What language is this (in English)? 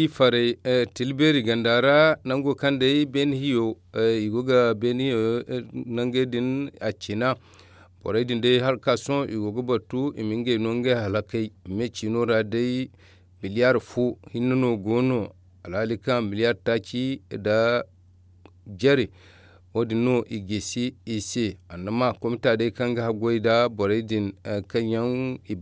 Zarma